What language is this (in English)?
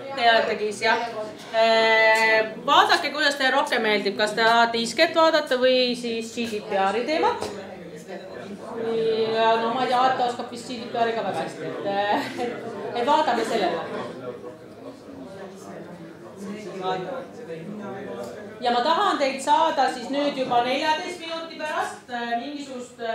Estonian